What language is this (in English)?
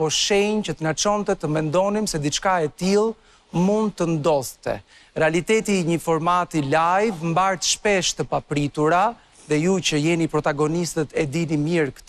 Albanian